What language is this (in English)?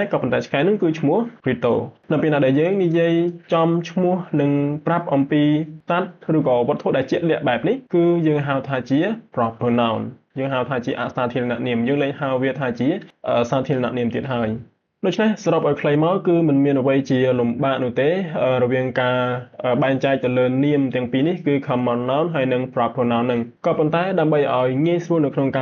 Khmer